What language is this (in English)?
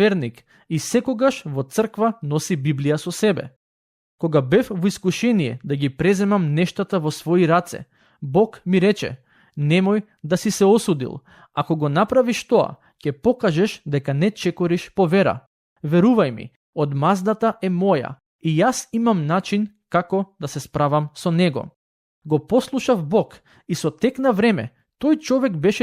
Macedonian